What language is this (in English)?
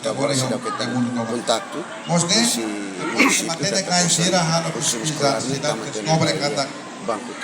Tetum